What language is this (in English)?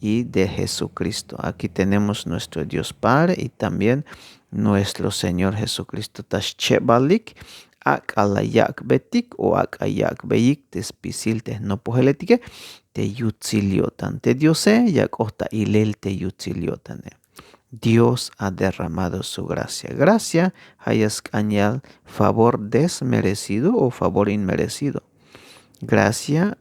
Tzeltal